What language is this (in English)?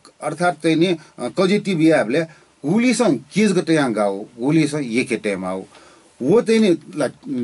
Newari